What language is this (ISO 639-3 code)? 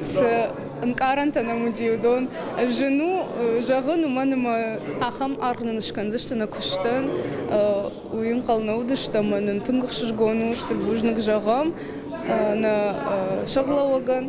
oss